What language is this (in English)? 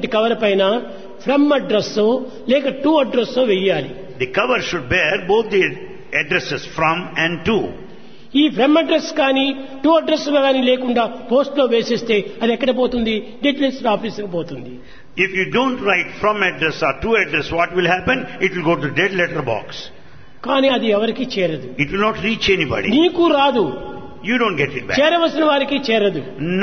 Telugu